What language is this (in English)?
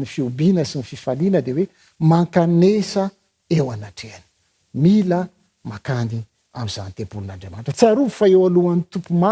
Malagasy